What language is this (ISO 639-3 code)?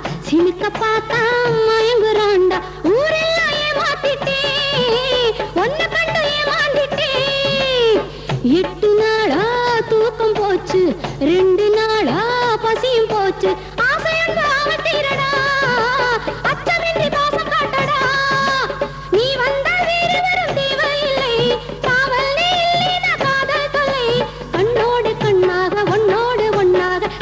tam